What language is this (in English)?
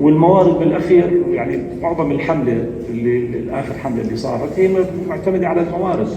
North Levantine Arabic